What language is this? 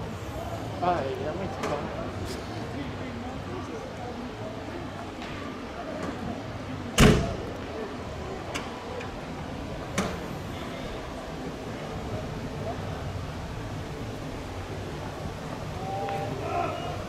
French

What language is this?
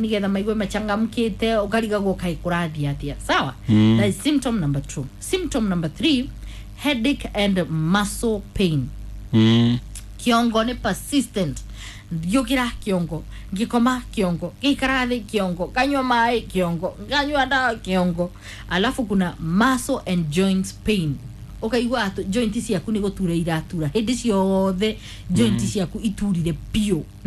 Kikuyu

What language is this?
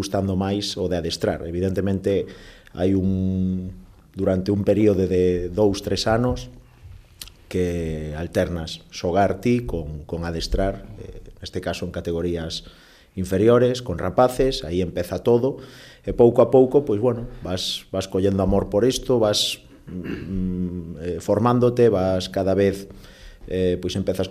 Galician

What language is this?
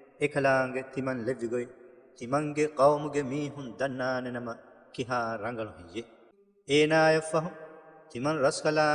Divehi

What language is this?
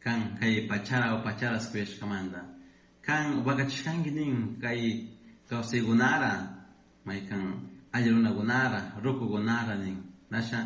Chimborazo Highland Quichua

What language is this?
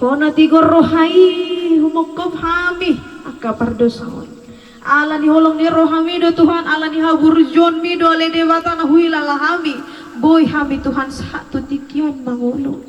Batak Toba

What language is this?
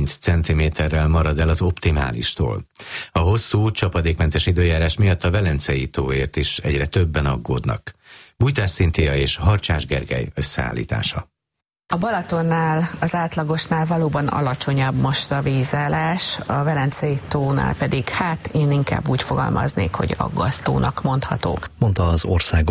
Hungarian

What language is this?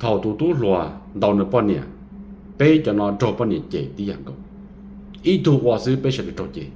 Hmong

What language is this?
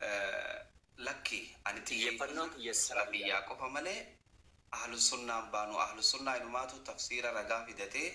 Oromo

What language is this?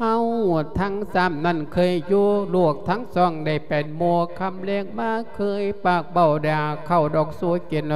Lao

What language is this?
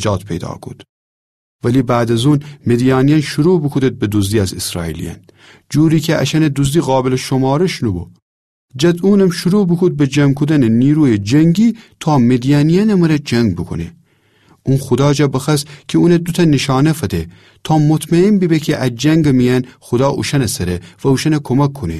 Gilaki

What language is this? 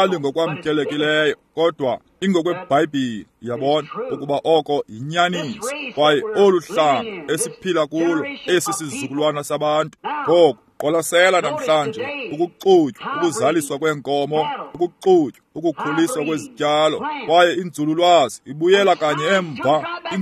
Xhosa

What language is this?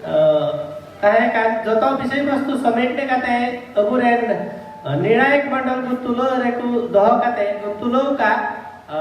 Santali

